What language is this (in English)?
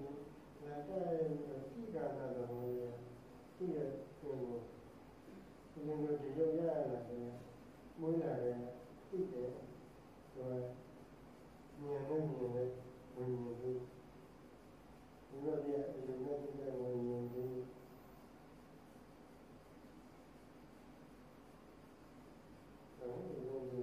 Burmese